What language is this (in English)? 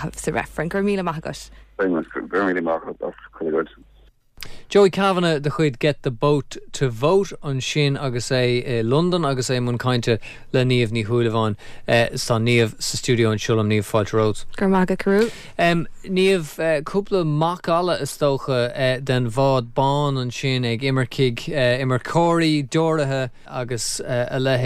Irish